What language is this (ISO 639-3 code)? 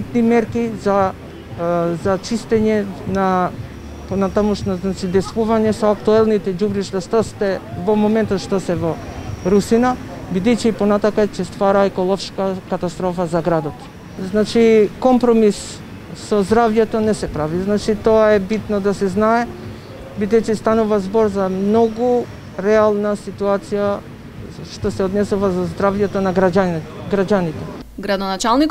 mkd